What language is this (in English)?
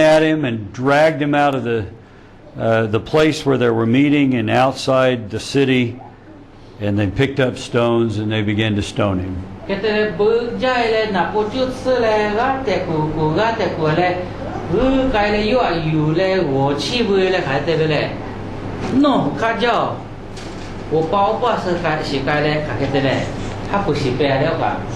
Lahu